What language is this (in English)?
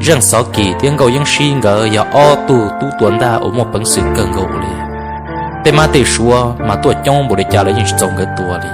Hmong